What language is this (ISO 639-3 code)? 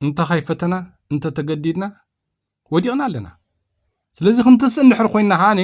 tir